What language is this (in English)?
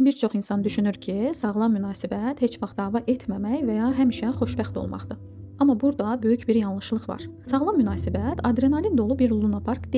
Azerbaijani